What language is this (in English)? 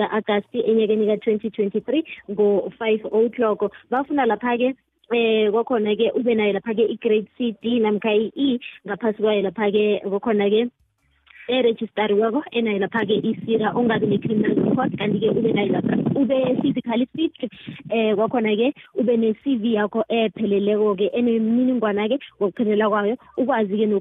South Ndebele